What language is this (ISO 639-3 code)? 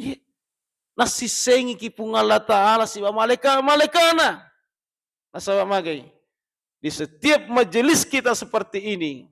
bug